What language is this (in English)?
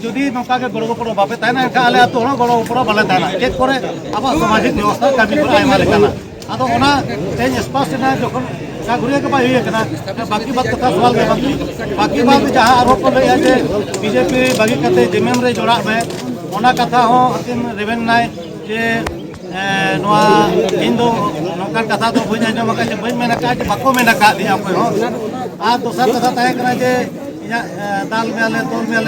Santali